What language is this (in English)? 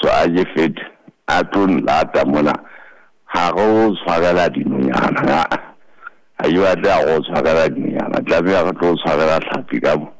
Southern Sotho